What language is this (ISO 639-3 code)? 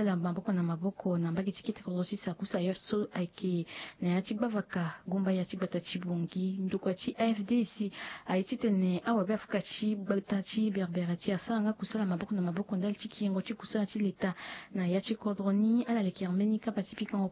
sag